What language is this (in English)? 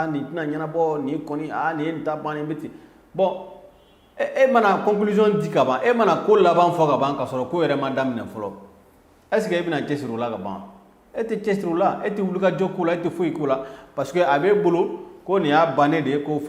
Bambara